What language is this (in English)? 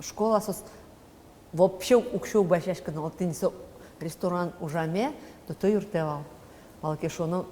Udmurt